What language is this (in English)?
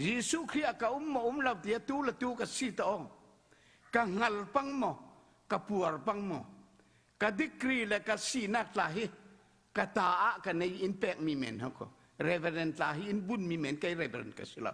Falam Chin